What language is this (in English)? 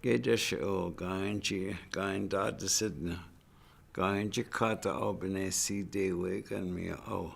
Chippewa